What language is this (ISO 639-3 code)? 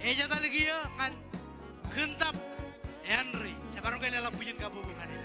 mah